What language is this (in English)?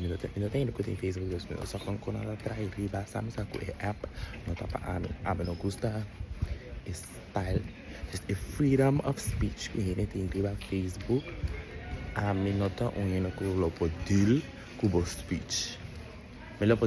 Papiamento